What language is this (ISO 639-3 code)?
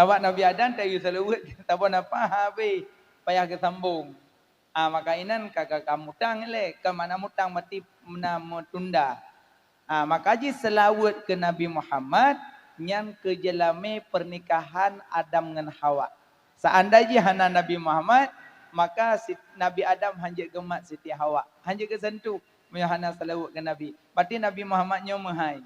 ace